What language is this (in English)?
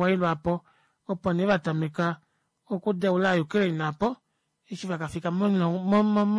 Kuanyama